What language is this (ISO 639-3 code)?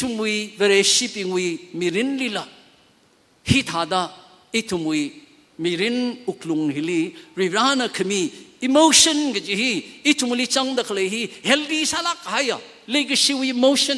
nmf